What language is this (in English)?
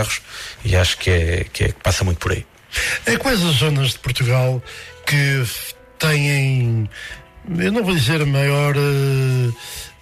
Portuguese